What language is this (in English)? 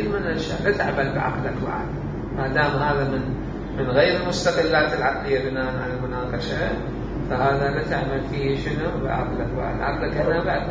Mesopotamian Arabic